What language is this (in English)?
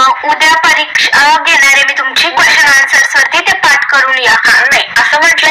Marathi